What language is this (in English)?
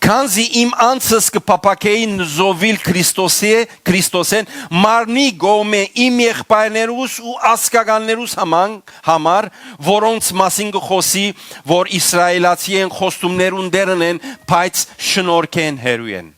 Western Armenian